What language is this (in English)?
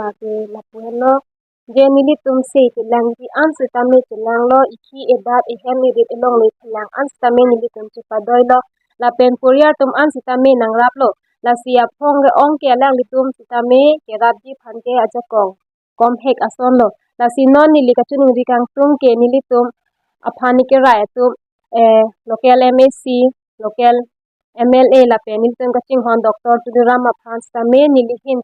Karbi